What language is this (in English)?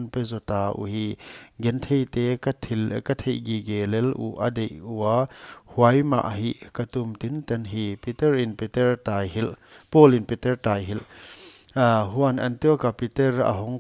Paite Chin